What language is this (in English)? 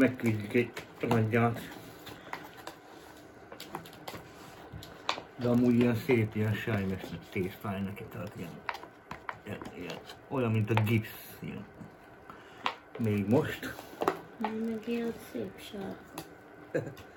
Hungarian